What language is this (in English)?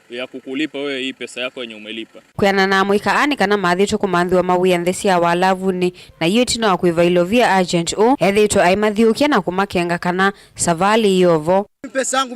Kamba